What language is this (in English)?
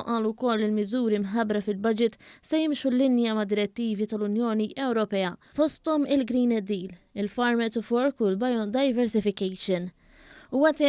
Maltese